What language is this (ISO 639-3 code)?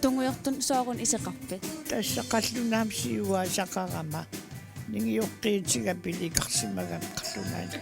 kal